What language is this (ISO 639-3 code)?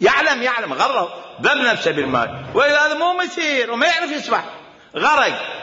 acm